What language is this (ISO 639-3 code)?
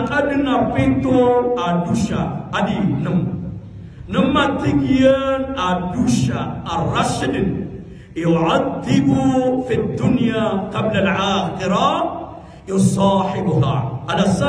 mrw